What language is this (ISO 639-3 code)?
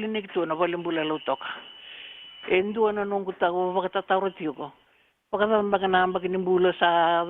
fij